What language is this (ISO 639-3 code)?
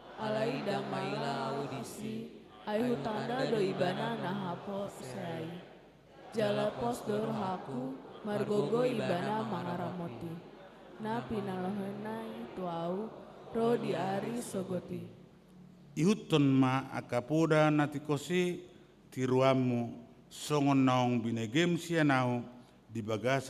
bbc